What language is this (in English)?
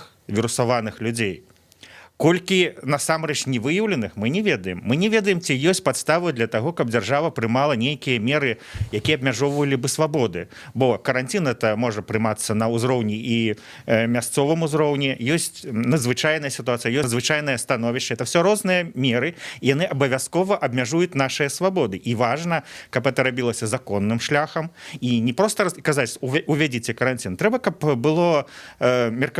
Belarusian